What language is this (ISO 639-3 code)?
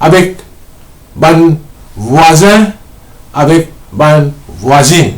mfe